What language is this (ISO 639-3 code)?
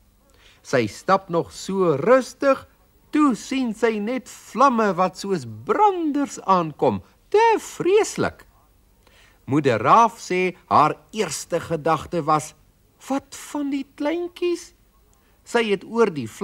afr